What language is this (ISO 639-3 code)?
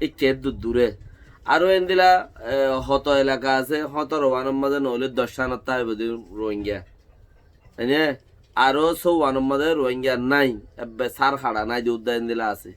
rhg